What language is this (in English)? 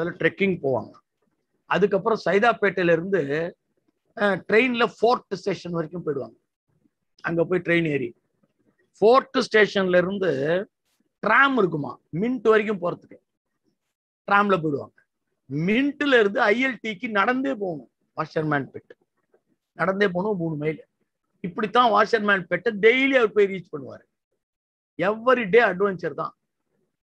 Tamil